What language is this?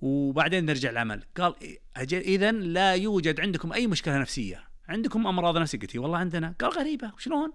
Najdi Arabic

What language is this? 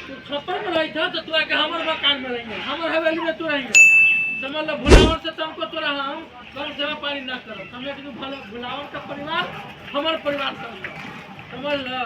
Magahi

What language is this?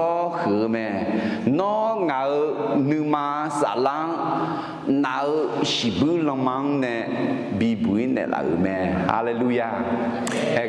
Akha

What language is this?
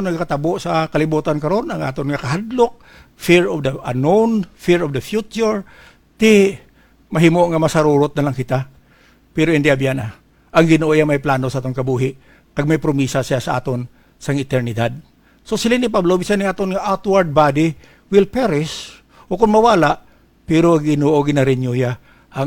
Hiligaynon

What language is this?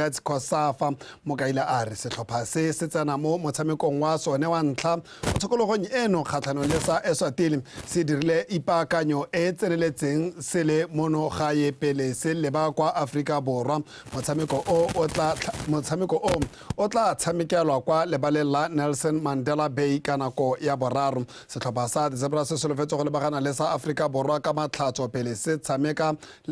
Tswana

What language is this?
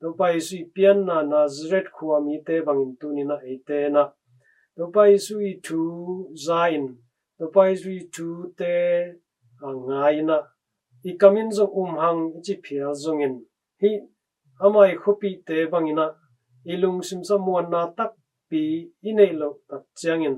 Tedim Chin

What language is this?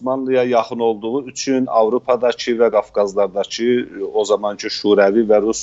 South Azerbaijani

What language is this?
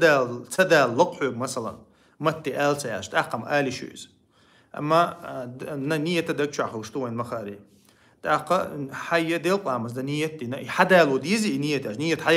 Chechen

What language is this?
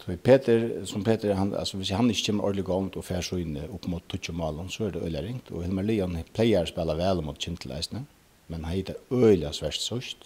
Faroese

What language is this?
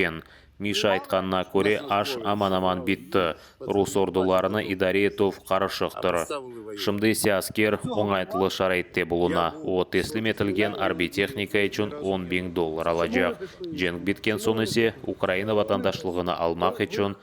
Crimean Tatar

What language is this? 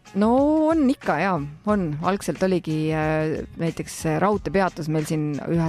Estonian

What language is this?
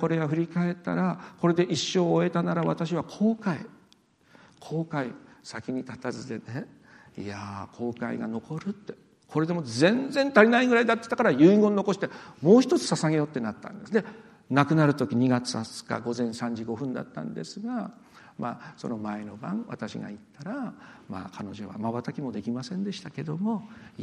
Japanese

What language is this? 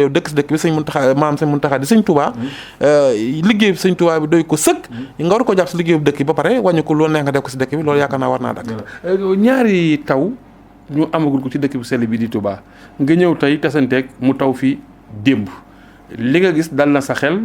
Wolof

